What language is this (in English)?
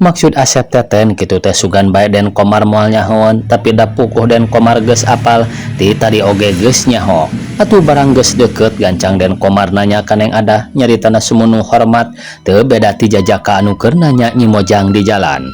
Sundanese